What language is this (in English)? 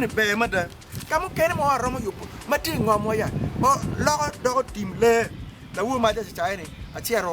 Acoli